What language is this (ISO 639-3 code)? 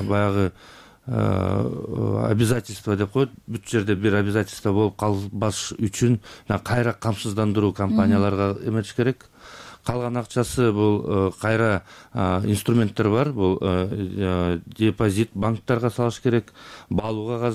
kir